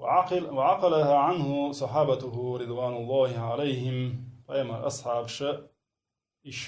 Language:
Chechen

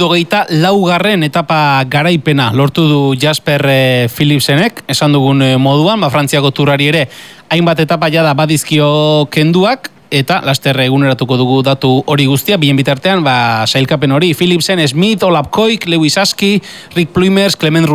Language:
Basque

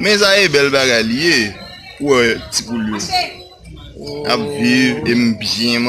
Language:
Haitian Creole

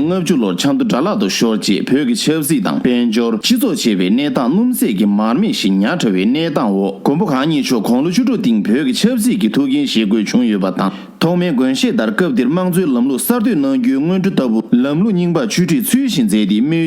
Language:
Tibetan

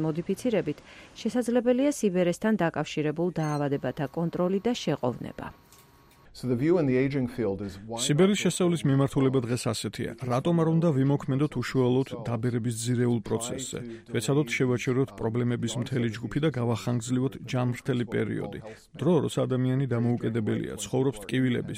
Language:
Georgian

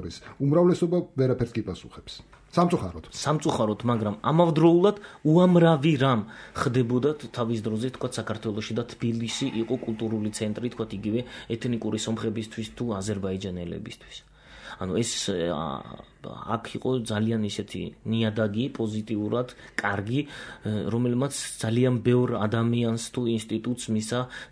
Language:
Georgian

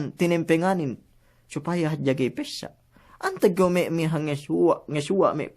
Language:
Yakan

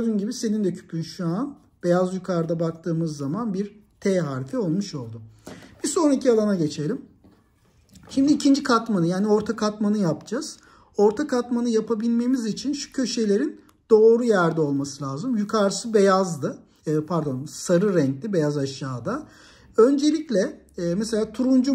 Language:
Turkish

